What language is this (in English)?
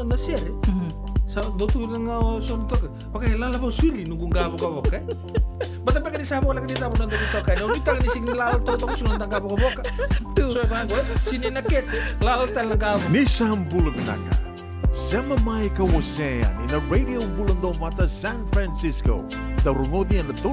Fijian